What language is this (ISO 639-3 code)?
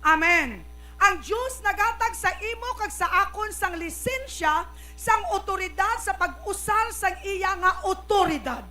hil